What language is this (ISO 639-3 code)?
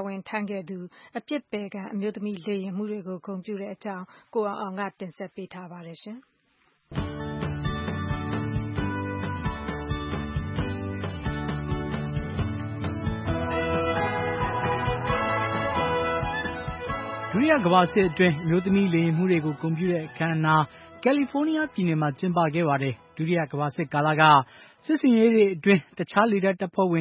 mya